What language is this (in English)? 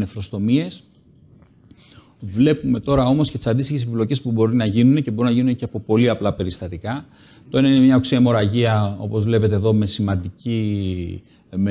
Greek